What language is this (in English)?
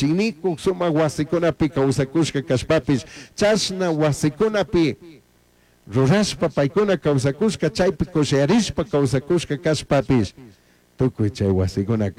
Chimborazo Highland Quichua